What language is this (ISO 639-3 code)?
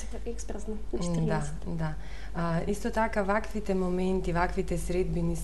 mkd